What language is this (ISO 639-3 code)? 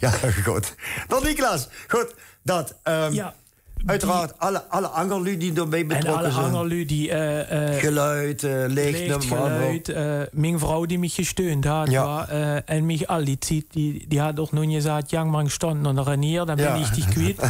lim